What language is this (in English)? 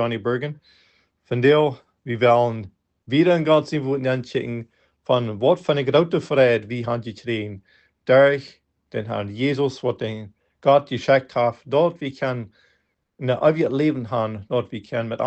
Plautdietsch